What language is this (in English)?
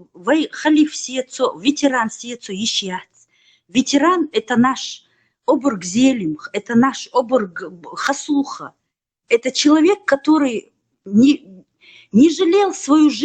Chechen